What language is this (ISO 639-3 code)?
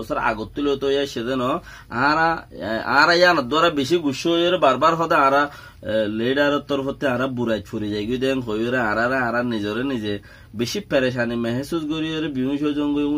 rhg